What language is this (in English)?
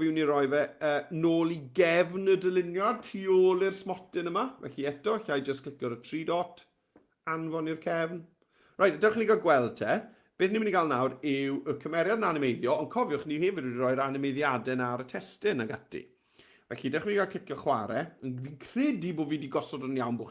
Welsh